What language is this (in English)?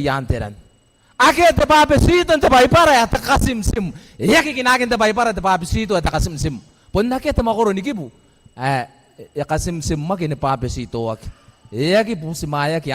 Gilbertese